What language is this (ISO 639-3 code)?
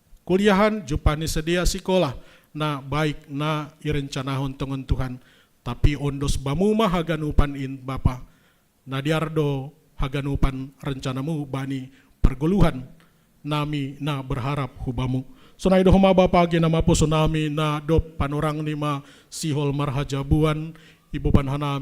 bts